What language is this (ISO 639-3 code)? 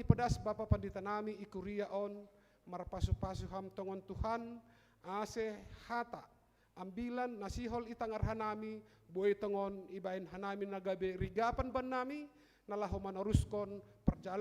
bts